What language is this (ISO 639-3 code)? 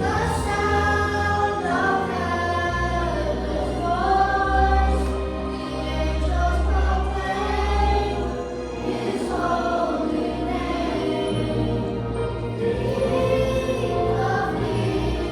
cmo